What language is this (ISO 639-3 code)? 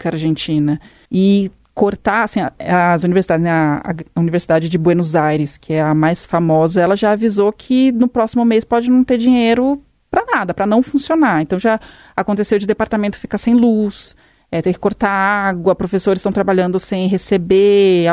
por